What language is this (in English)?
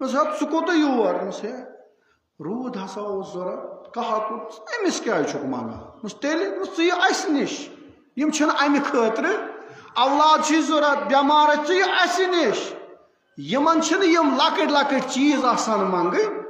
Kashmiri